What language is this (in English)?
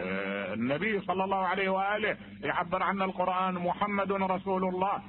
Mesopotamian Arabic